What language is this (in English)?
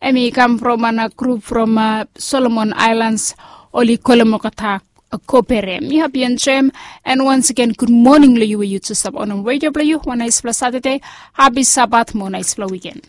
Bislama